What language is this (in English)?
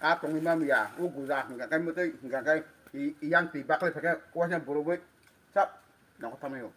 Kok Borok